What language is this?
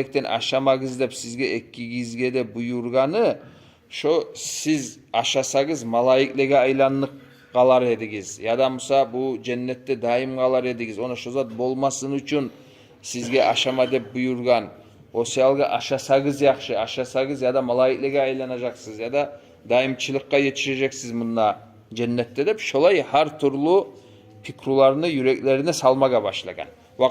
Kumyk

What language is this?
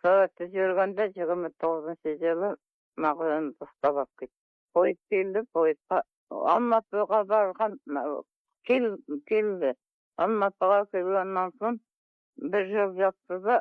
Kazakh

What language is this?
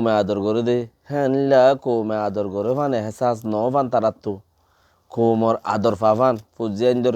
Rohingya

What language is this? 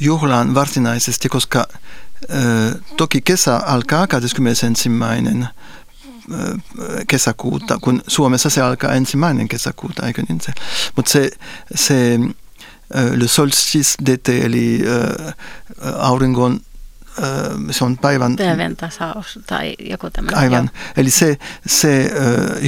Finnish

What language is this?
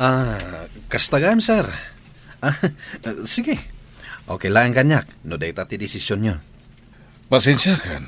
Iloko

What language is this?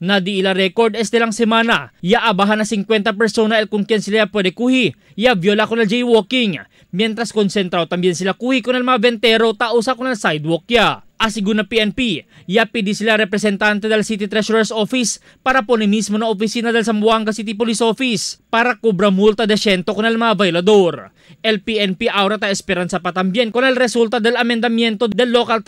Chavacano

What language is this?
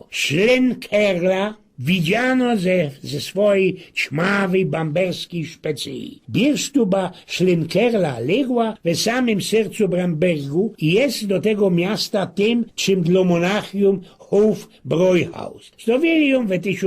Silesian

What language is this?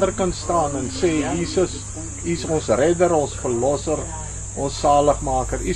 Afrikaans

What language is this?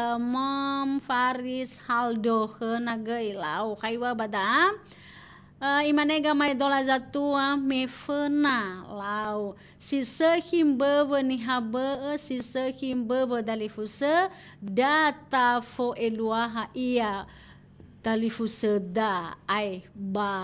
Nias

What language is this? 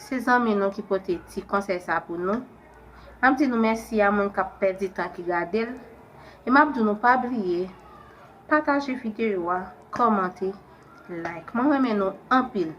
Haitian Creole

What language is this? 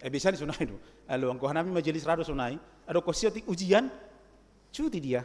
Batak Simalungun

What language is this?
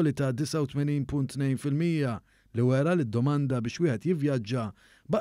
Maltese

